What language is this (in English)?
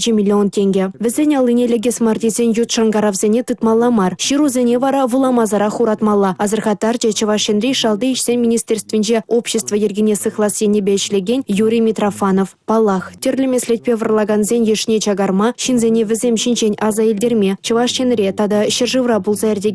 Chuvash